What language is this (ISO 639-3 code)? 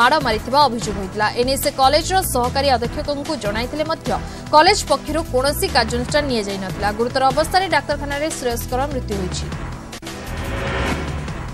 ori